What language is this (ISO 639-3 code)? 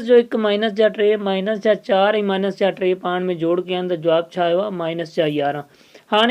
snd